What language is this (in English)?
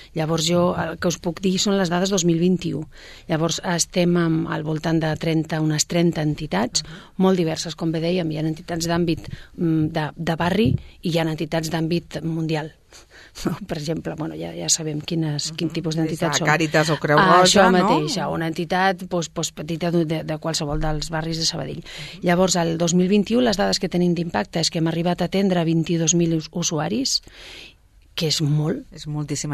Catalan